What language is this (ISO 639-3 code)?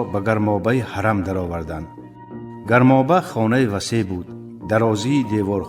tgk